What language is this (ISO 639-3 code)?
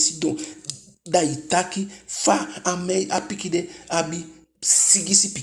djk